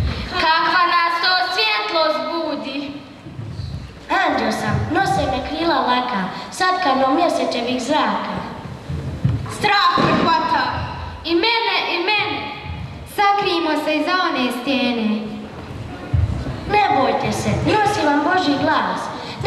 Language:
Croatian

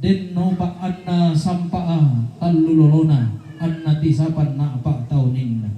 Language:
Toraja-Sa'dan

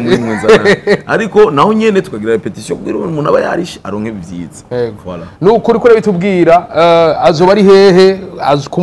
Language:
Rundi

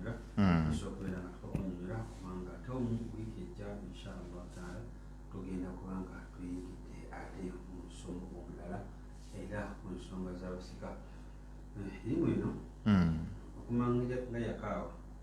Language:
Ganda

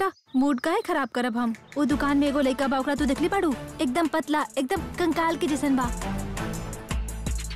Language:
Bhojpuri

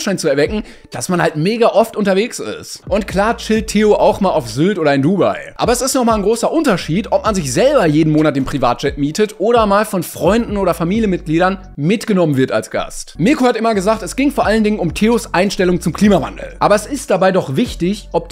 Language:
German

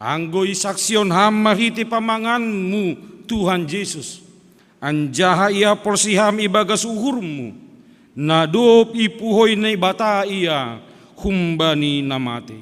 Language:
Batak Simalungun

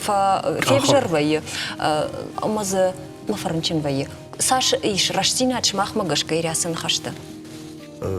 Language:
Ossetic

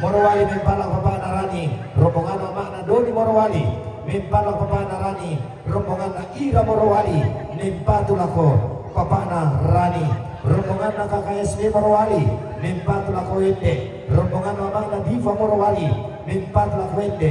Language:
Toraja-Sa'dan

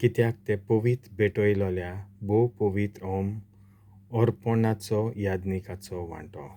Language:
Konkani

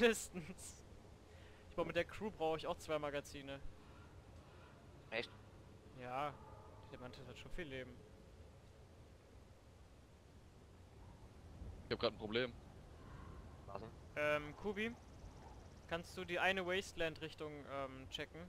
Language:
German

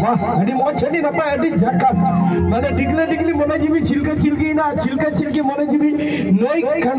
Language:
Santali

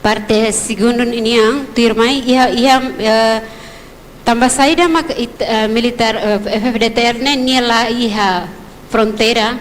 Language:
Tetum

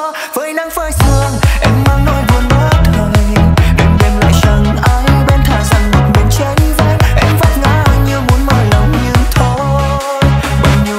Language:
Vietnamese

